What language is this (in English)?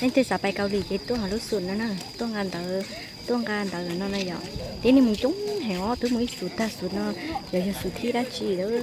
Hmong